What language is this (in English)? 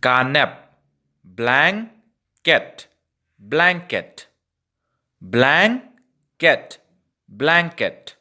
Khasi